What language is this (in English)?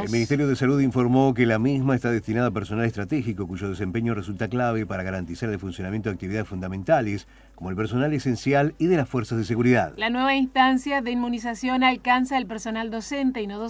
Spanish